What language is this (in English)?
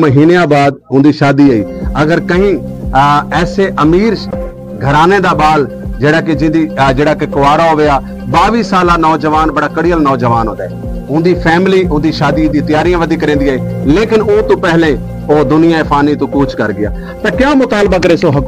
Saraiki